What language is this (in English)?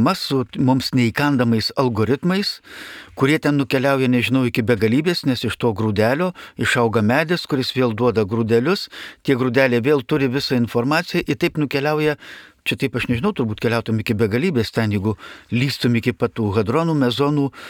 Lithuanian